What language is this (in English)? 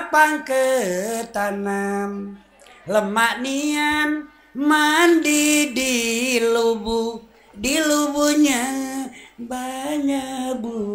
Sundanese